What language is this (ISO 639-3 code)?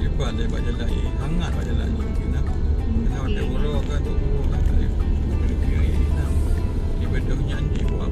ace